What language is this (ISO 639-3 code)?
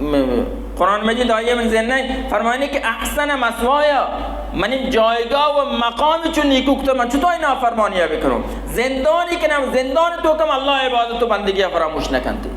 bal